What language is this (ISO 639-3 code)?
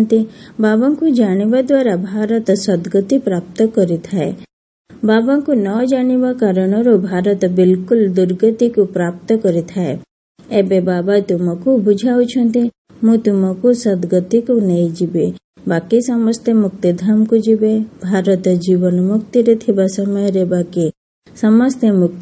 ori